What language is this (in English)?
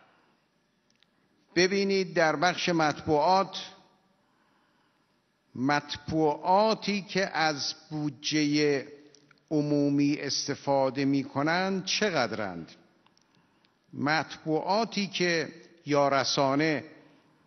Persian